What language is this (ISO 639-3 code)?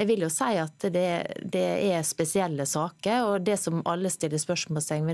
nor